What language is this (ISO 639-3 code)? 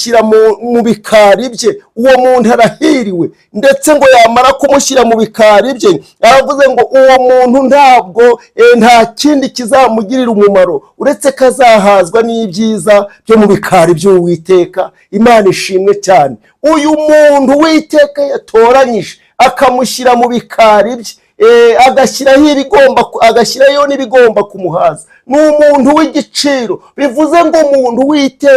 kin